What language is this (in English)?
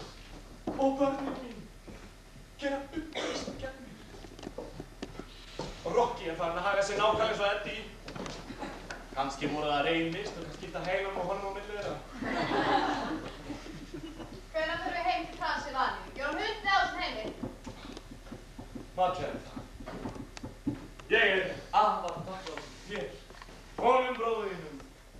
Icelandic